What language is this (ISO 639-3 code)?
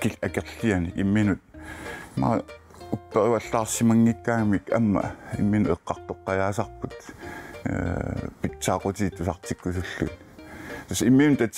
kal